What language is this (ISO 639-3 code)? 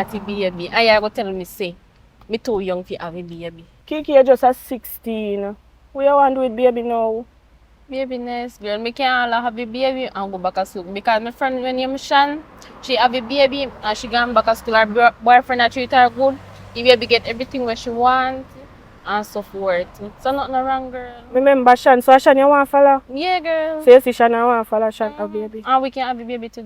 jam